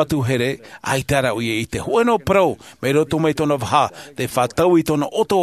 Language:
Tahitian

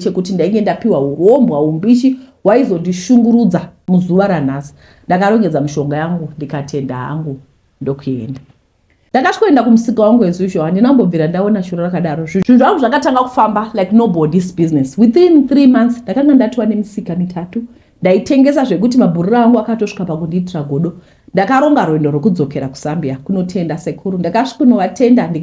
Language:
Shona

